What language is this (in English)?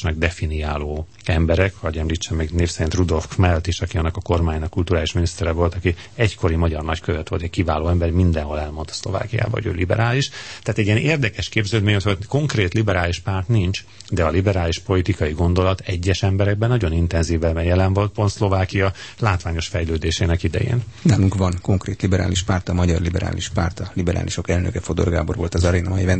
Hungarian